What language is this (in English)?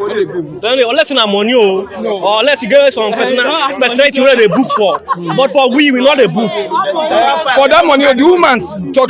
Nigerian Pidgin